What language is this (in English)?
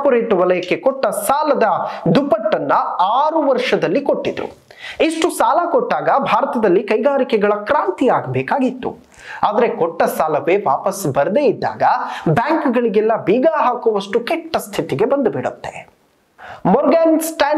Kannada